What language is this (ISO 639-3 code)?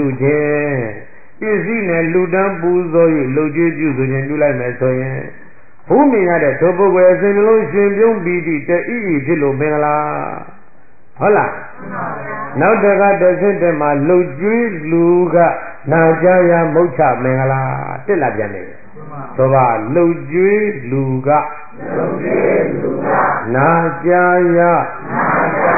mya